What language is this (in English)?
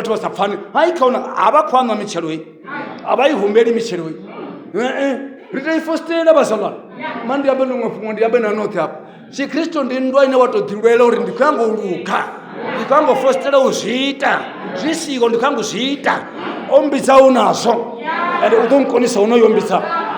Venda